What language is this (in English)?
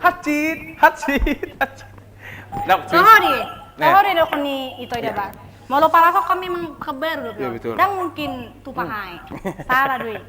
Batak Toba